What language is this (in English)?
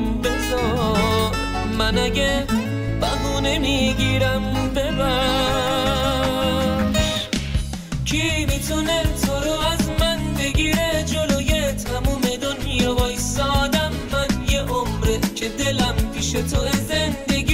Persian